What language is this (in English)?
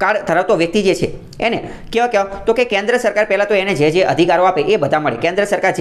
Gujarati